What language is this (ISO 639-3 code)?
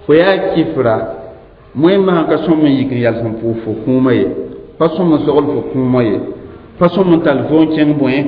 mos